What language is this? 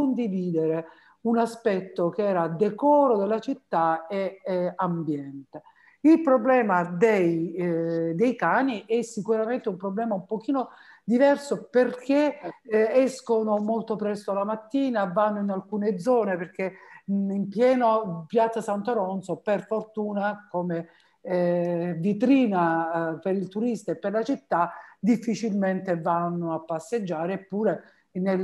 Italian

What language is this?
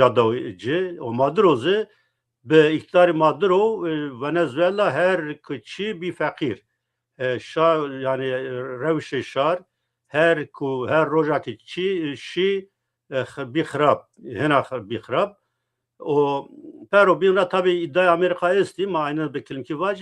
Zaza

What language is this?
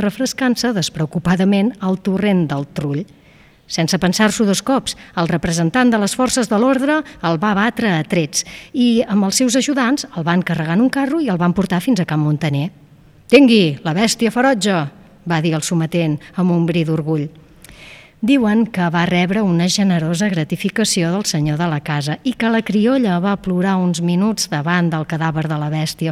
Catalan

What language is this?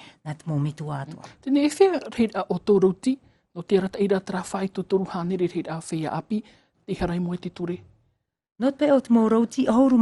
Tahitian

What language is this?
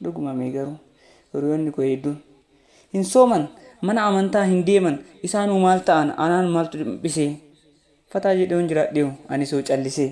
Oromo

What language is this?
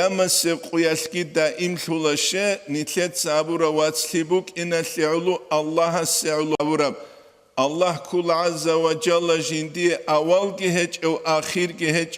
Avaric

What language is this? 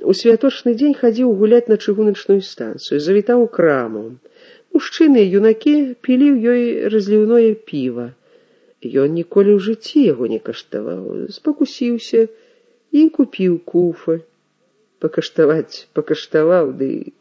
Belarusian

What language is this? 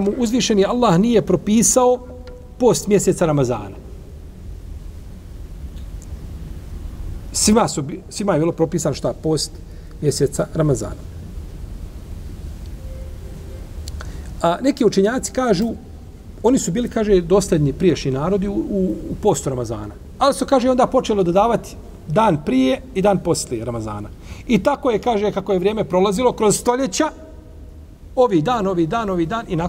Bosnian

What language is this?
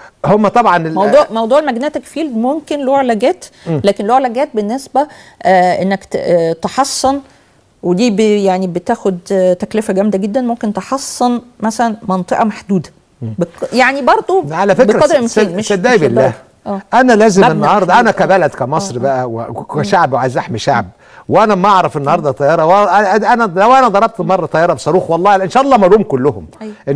Egyptian Arabic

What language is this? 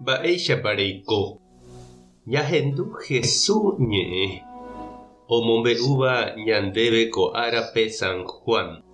Guarani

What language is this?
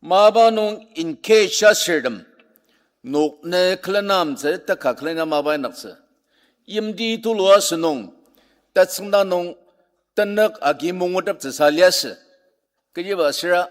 Ao Naga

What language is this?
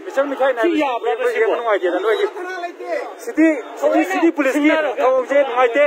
Manipuri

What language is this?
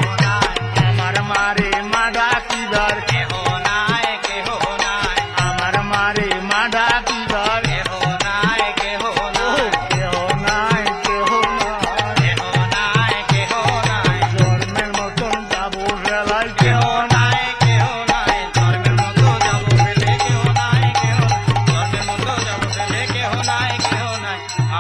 Bangla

